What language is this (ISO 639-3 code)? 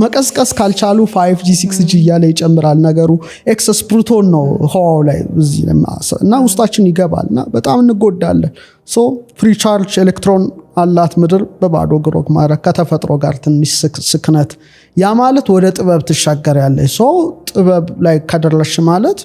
amh